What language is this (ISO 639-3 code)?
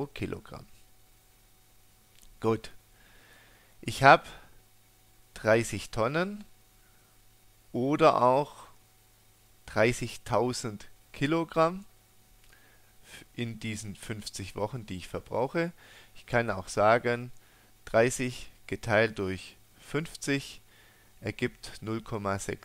deu